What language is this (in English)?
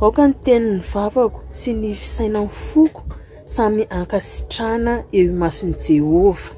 Malagasy